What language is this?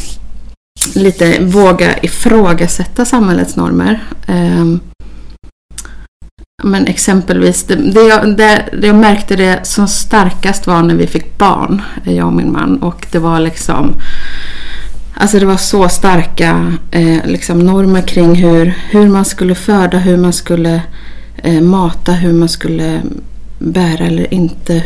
Swedish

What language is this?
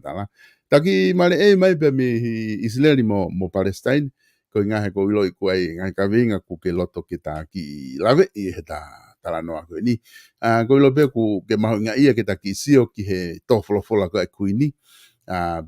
Tongan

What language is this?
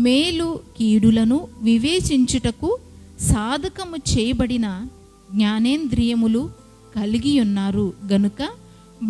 Koya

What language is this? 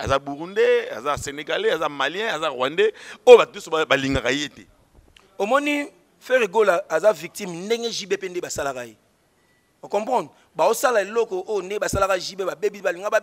Lingala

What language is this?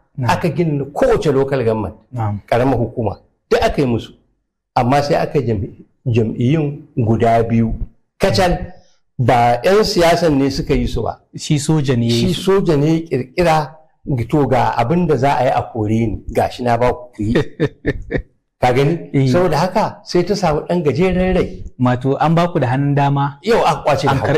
Hausa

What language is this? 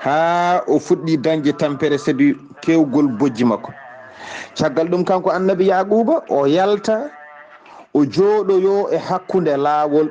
Fula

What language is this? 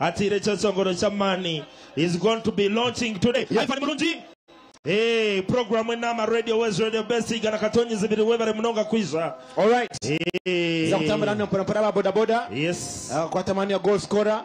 Nyankole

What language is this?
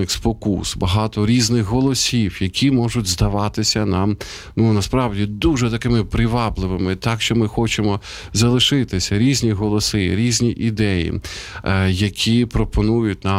Ukrainian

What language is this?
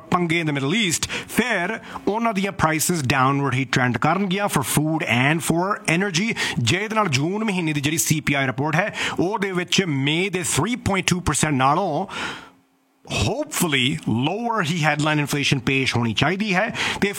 Punjabi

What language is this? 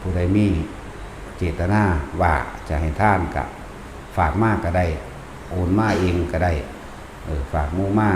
Northeastern Thai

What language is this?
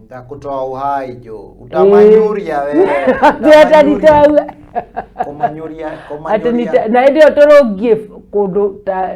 Kikuyu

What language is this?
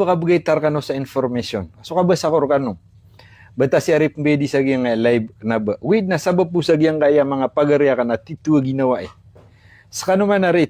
Maranao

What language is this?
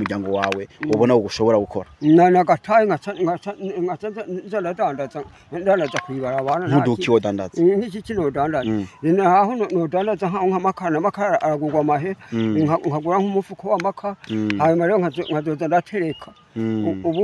Rundi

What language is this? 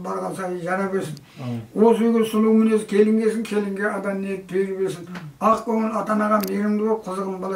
Kazakh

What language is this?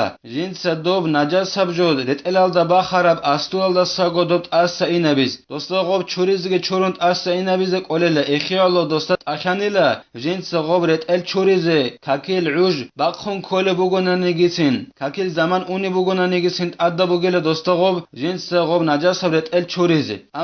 Avaric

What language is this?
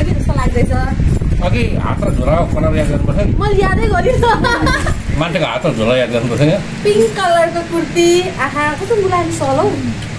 Nepali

